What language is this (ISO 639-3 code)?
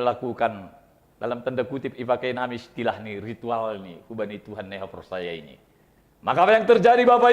bts